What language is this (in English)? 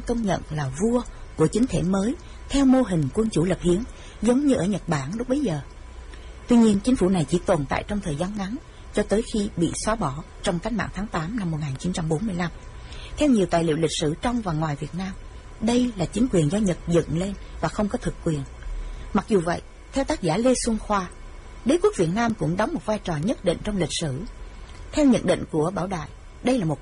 Vietnamese